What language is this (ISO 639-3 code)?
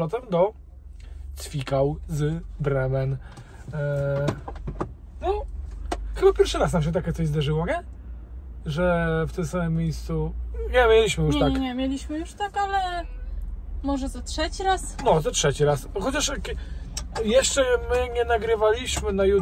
pol